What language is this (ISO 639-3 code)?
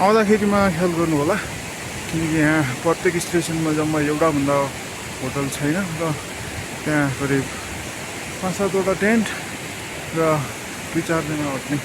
nep